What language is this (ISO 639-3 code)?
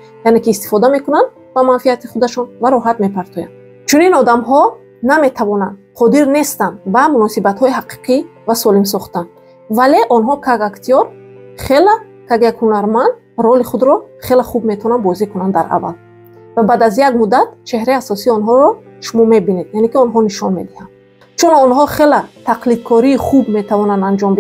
tgk